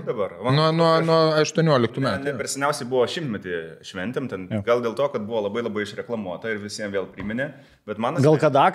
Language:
Lithuanian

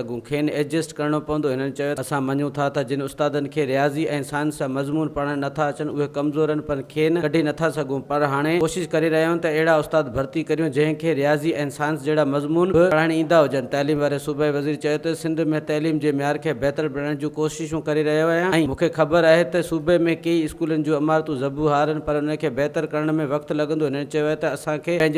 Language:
Sindhi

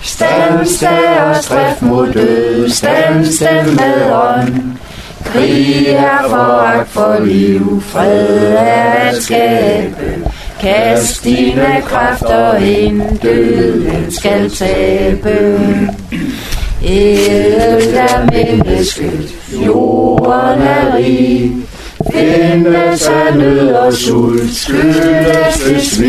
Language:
Danish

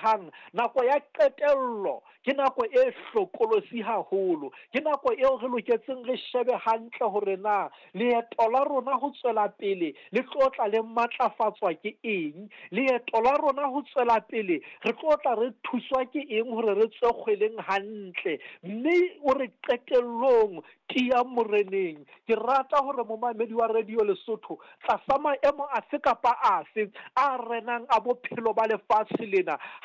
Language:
Southern Sotho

